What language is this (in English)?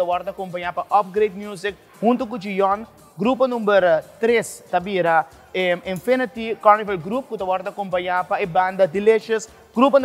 Papiamento